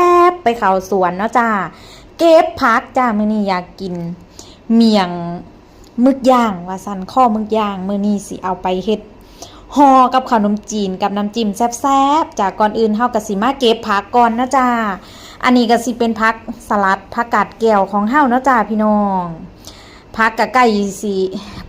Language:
Northeastern Thai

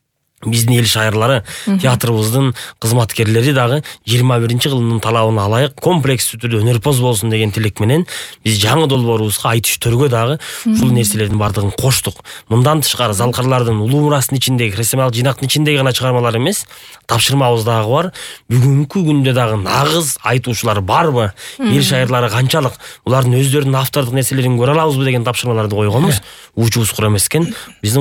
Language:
Kyrgyz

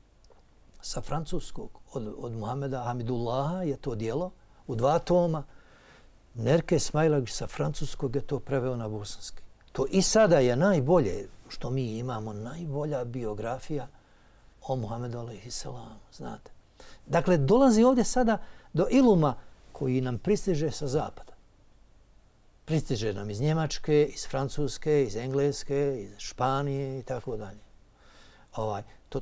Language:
Bosnian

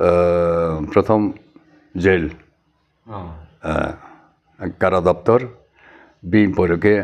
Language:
Riang (India)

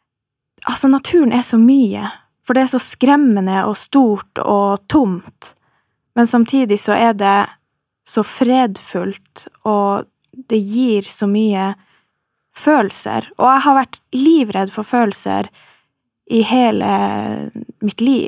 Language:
Norwegian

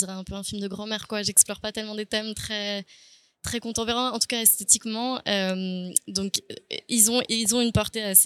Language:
French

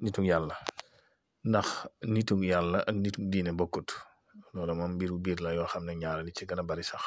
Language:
Wolof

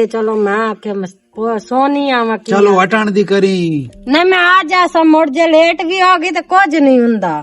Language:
Western Panjabi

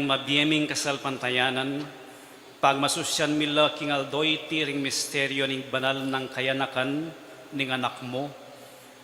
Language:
Pampanga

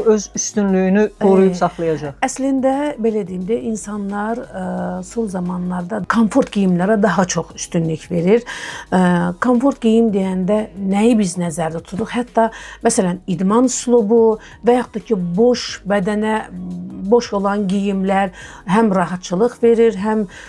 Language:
Azerbaijani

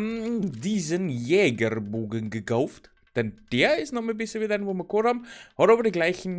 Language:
Bavarian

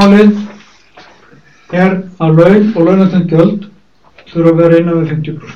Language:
Icelandic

